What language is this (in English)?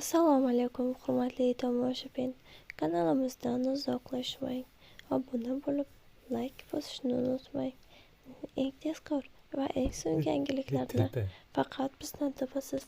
Uzbek